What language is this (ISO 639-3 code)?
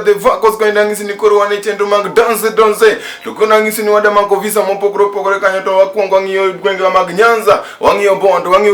luo